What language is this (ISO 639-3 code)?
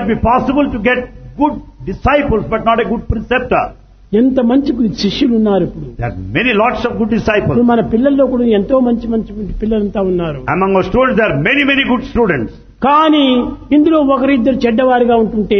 tel